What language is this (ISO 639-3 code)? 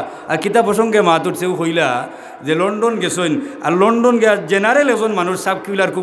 syl